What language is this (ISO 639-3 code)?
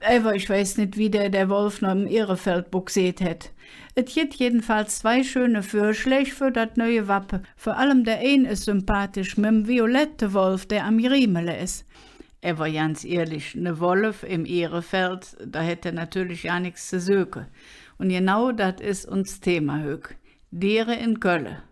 ksh